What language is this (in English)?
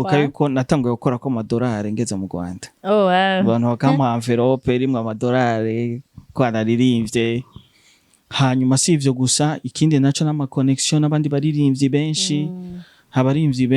Rundi